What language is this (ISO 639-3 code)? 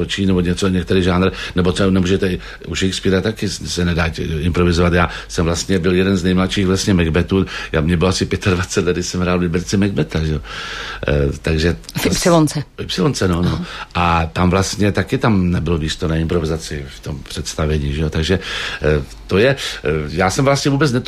ces